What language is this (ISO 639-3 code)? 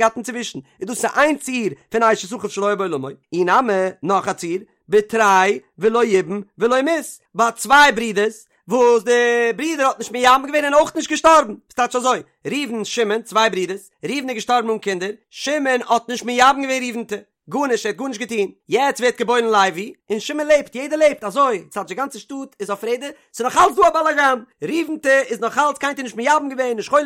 yid